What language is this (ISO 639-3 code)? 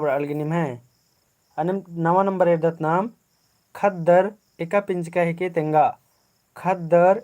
kru